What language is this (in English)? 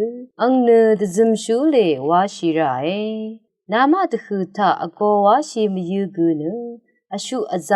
Rawang